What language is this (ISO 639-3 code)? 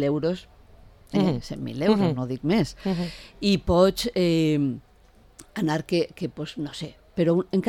cat